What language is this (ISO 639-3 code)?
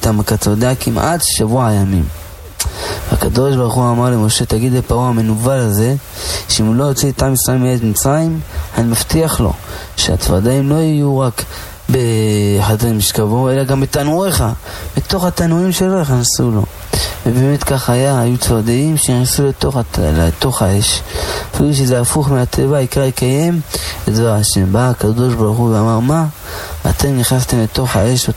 heb